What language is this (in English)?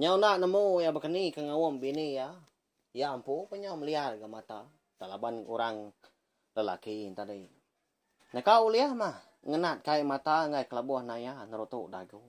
Iban